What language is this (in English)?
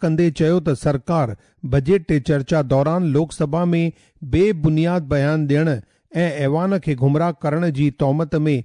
Sindhi